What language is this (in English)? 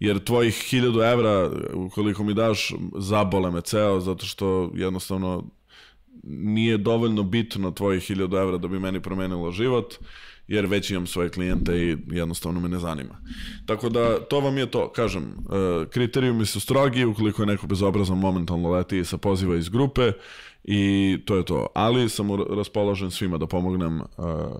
Serbian